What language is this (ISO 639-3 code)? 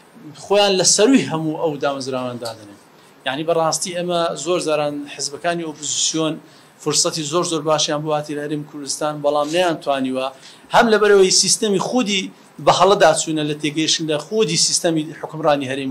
ckb